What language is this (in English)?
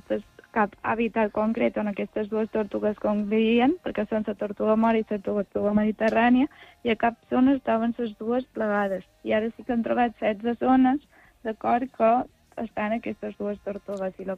Catalan